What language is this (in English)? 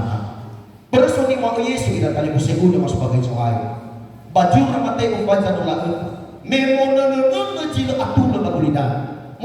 Nias